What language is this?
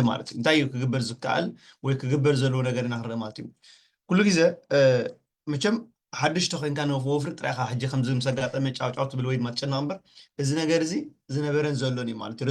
Tigrinya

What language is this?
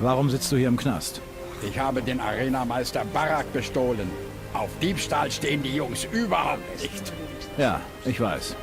Bavarian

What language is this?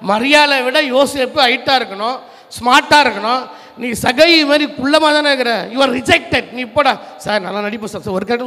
Tamil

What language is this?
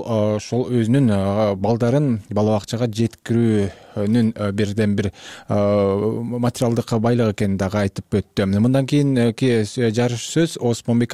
Kyrgyz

